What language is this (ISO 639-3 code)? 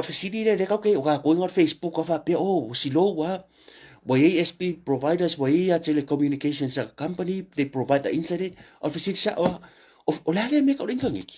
smo